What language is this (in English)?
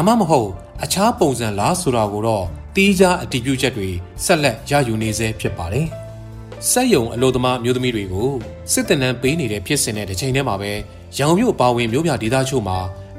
Burmese